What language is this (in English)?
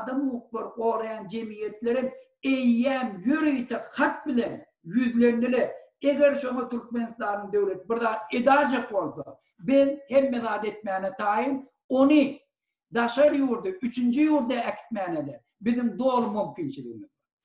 Turkmen